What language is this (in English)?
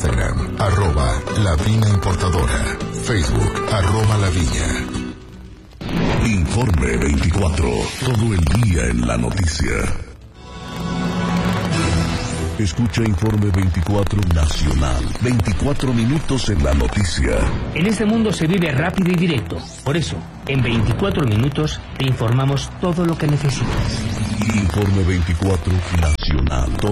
Spanish